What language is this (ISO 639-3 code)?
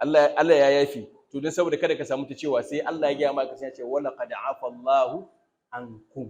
hau